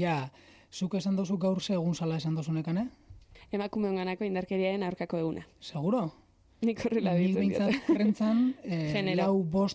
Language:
Basque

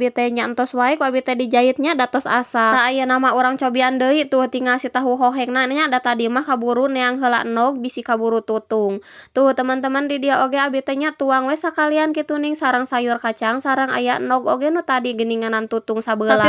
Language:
Sundanese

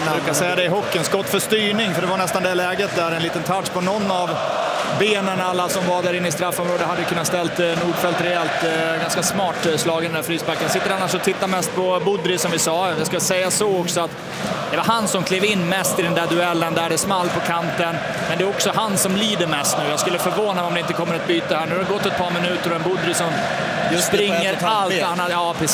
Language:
Swedish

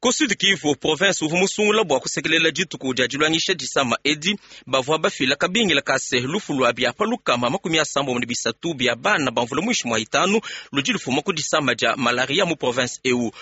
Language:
Luba-Lulua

